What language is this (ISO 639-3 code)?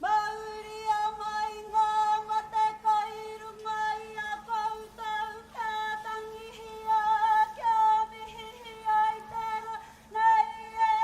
mri